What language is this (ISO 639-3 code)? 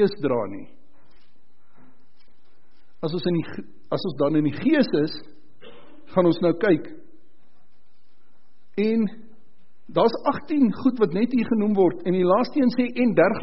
afr